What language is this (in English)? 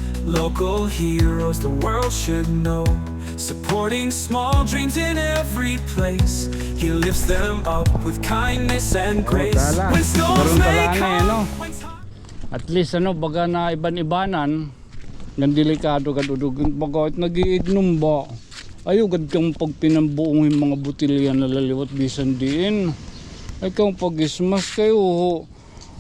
Waray